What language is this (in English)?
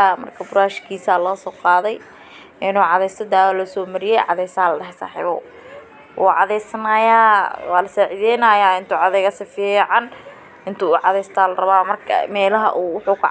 Somali